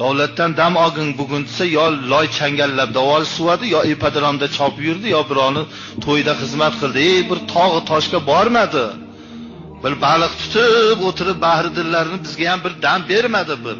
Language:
Uzbek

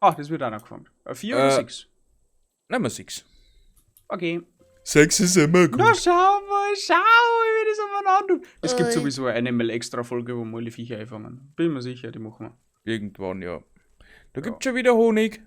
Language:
Bavarian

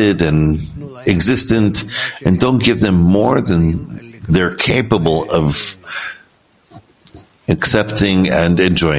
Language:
English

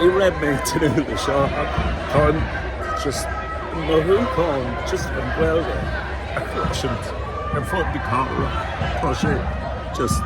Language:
Irish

